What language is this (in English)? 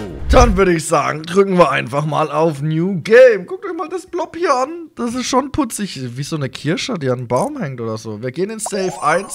German